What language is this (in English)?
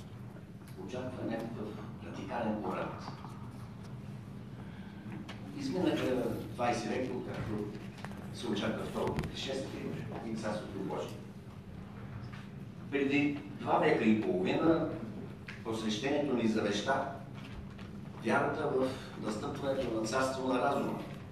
Bulgarian